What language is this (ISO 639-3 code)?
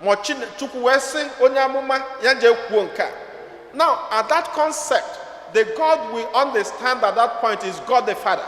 ibo